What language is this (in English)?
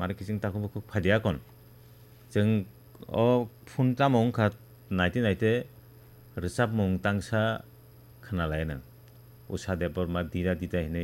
Kok Borok